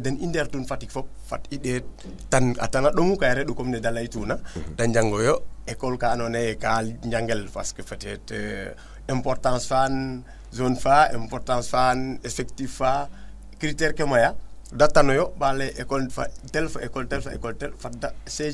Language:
Serer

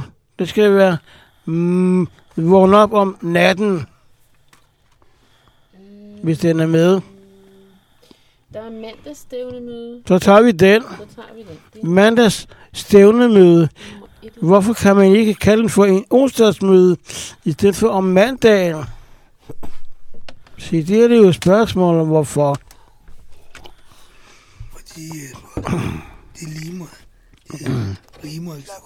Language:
Danish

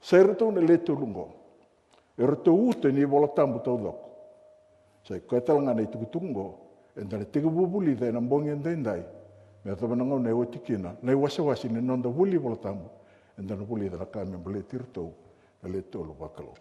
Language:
Fijian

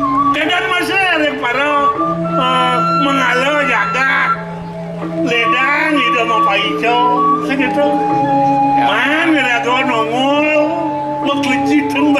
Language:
Balinese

